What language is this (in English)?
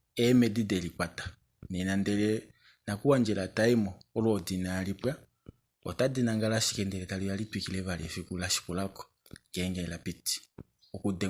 Kuanyama